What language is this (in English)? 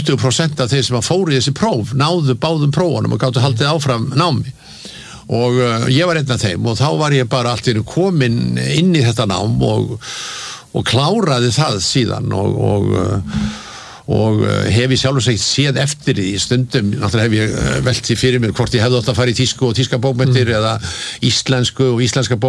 Icelandic